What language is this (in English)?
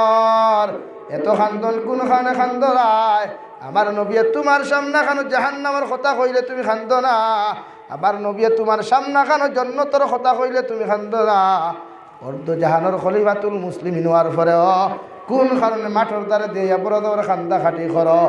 Sylheti